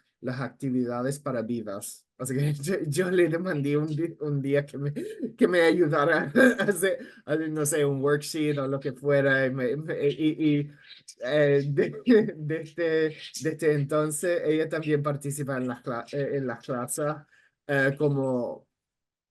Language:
Ladino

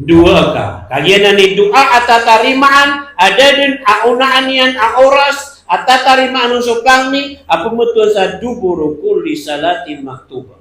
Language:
Maranao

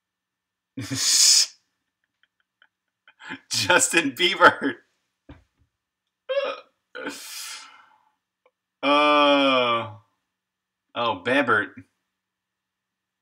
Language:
English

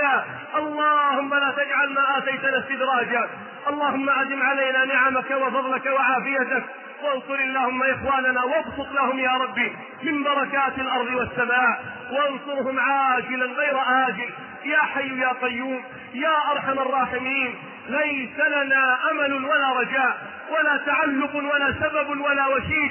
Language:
Arabic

